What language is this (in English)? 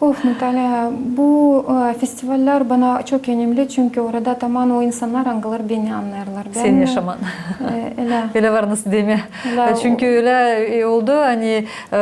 Gagauz